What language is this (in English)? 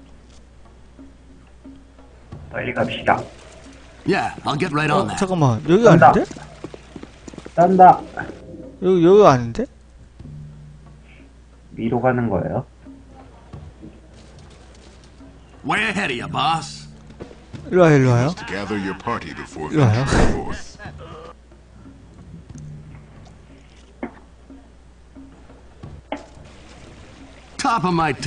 Korean